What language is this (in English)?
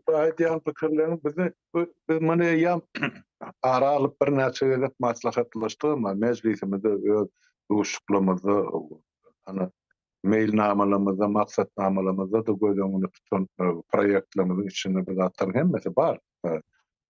Turkmen